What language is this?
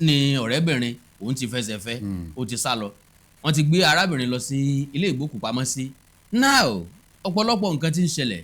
Yoruba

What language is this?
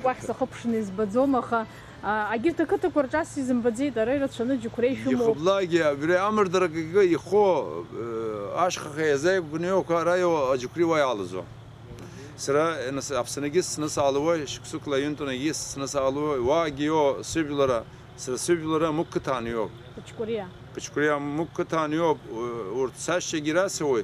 Abkhazian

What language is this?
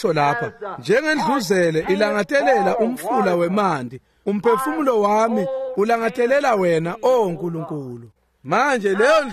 Swati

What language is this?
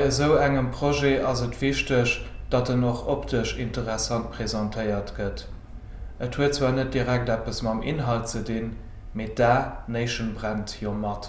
Luxembourgish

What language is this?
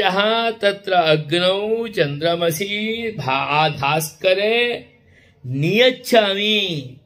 Sanskrit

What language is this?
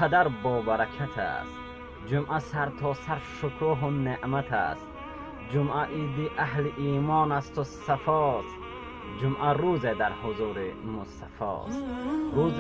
Tajik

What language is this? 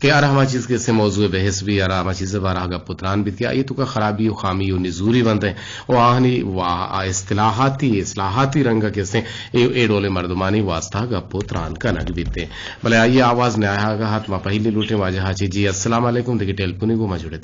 Eastern Balochi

